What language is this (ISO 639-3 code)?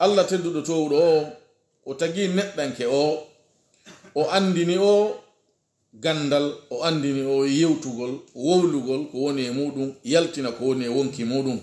fuf